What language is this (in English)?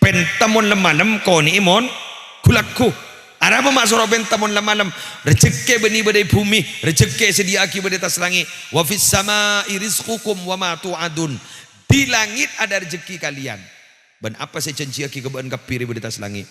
Madurese